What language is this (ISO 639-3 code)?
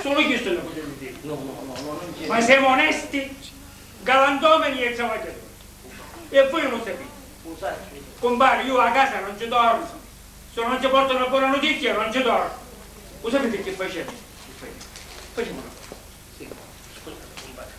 scn